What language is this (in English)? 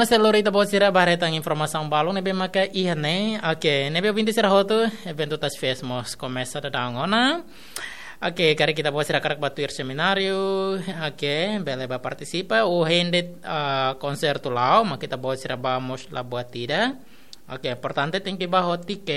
Tetum